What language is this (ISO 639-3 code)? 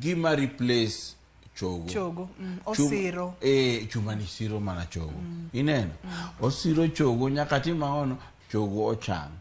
luo